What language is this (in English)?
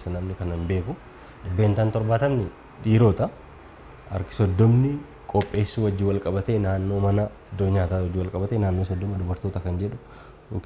Oromo